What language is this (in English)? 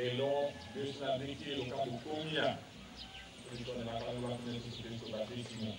Tetela